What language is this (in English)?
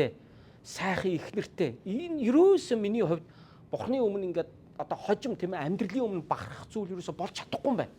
Mongolian